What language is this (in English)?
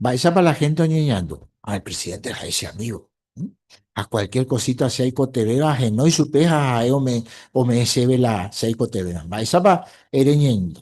Guarani